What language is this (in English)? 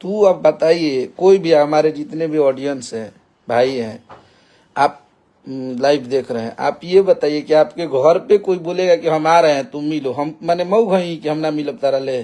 Bhojpuri